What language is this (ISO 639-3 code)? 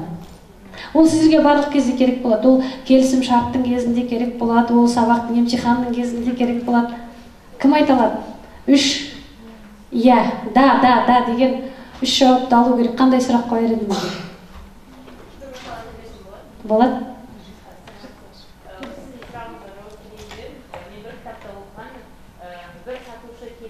kaz